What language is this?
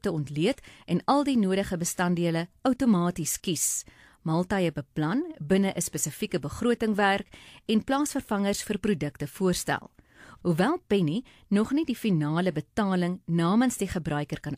Afrikaans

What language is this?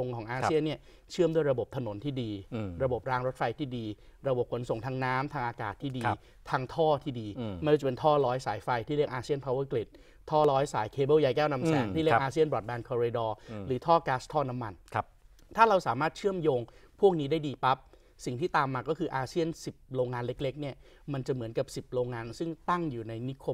Thai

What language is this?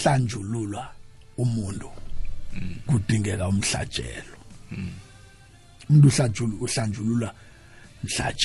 South Ndebele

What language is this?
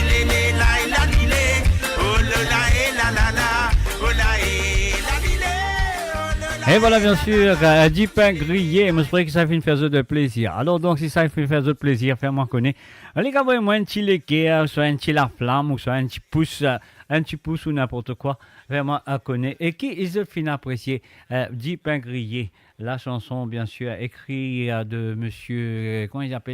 Morisyen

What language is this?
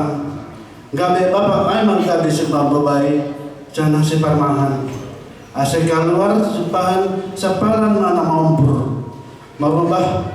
Batak Simalungun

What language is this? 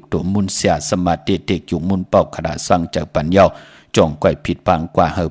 Shan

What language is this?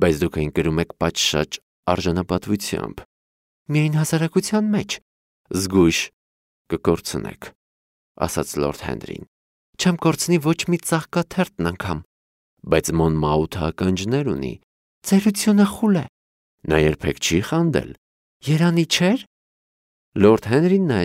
Armenian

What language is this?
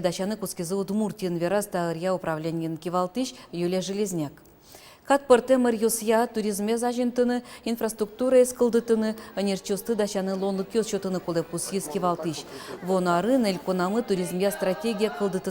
Udmurt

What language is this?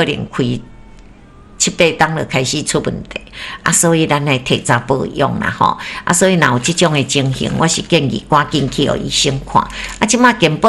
Min Nan Chinese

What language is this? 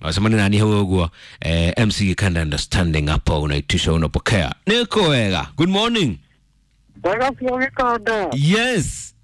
Kikuyu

